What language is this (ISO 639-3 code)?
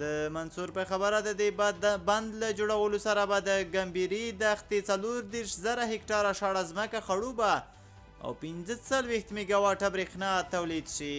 pus